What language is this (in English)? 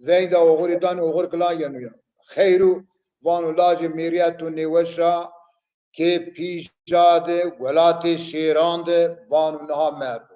Zaza